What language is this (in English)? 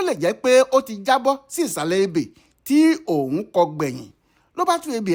Yoruba